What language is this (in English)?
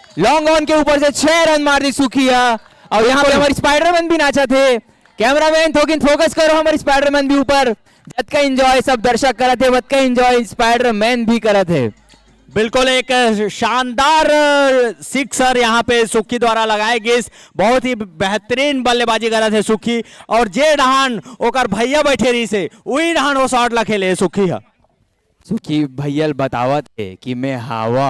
Chhattisgarhi